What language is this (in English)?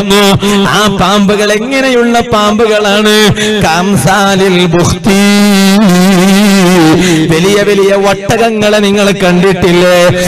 Malayalam